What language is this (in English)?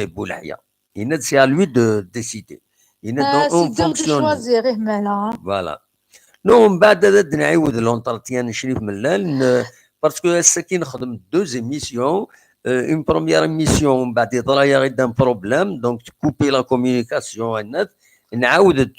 Kabyle